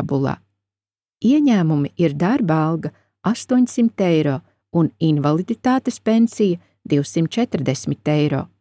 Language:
Latvian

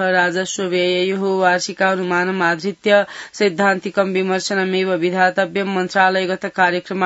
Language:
Sanskrit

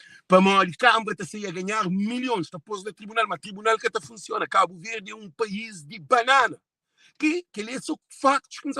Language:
Kabuverdianu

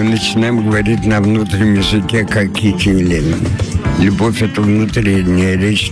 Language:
Russian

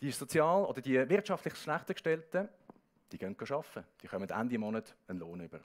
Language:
Swiss German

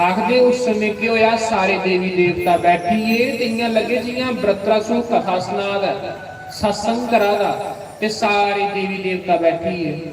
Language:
Dogri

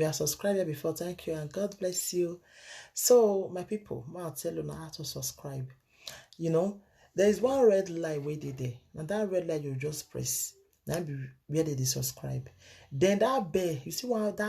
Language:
Nigerian Pidgin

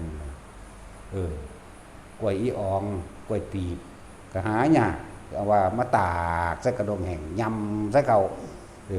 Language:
Northeastern Thai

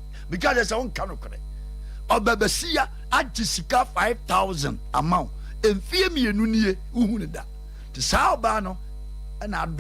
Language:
Akan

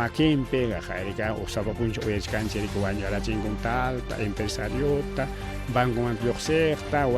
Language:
Ayacucho Quechua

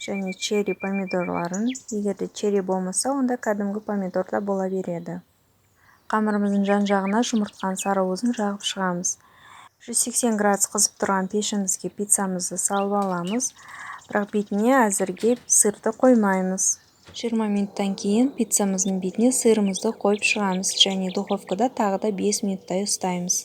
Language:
Kazakh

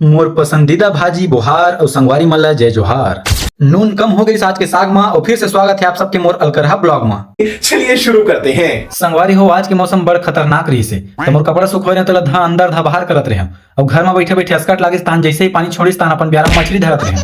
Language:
Chhattisgarhi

